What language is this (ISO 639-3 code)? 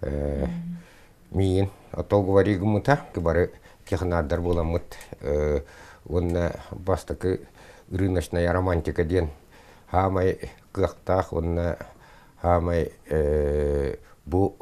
sah